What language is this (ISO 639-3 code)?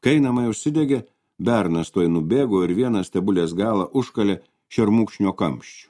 lit